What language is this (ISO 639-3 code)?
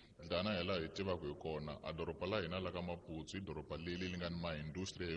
tso